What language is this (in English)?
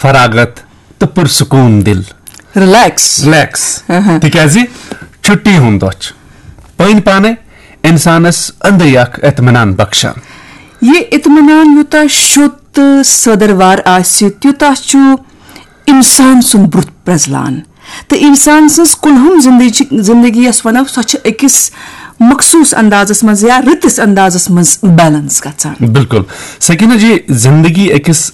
Kashmiri